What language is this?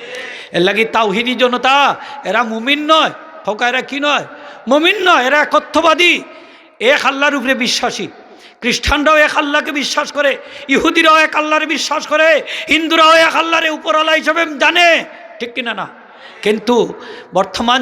Sylheti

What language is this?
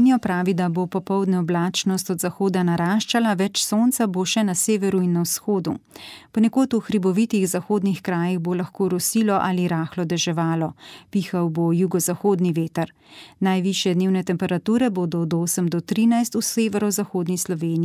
Slovenian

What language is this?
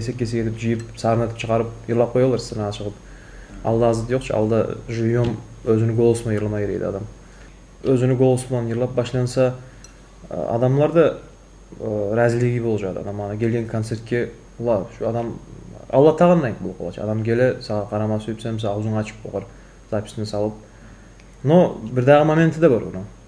Kumyk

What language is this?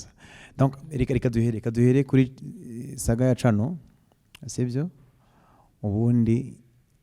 Kinyarwanda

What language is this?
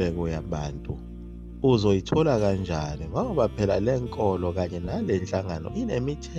Zulu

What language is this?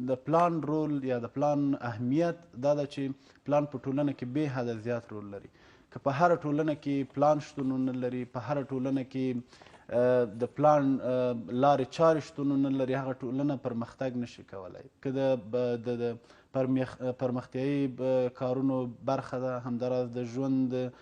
Pashto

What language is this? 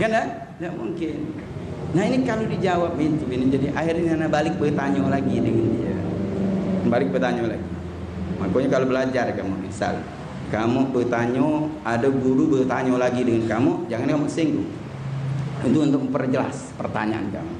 Musi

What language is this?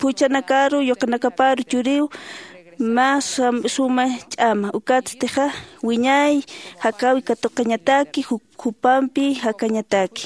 Aymara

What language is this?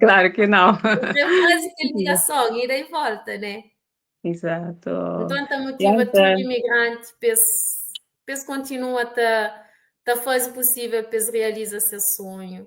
Kabuverdianu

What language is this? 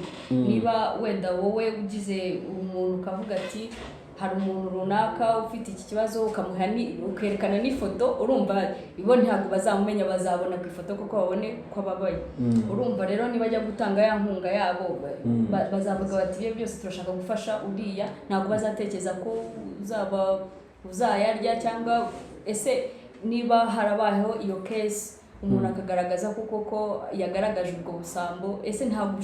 Kinyarwanda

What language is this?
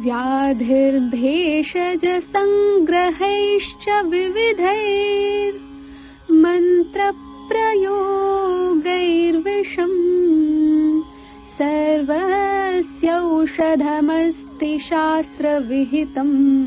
Sanskrit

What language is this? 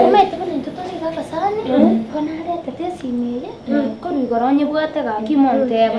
Gusii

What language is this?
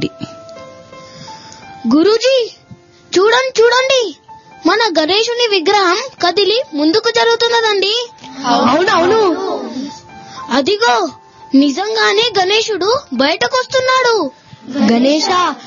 Telugu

